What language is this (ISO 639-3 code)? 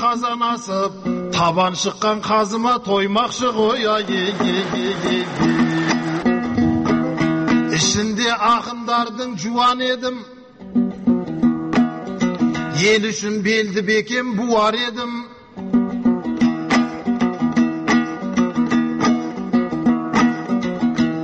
kaz